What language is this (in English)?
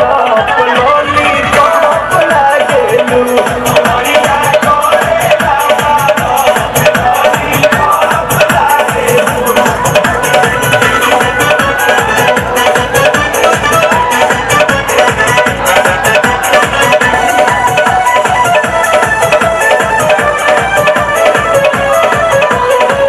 Bhojpuri